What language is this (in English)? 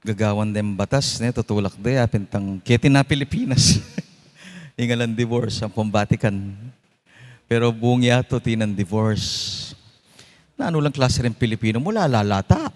Pampanga